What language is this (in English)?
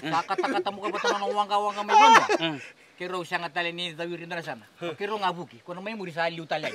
Fijian